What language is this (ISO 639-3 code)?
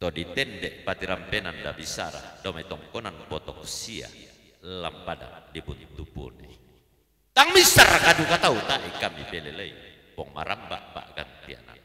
sda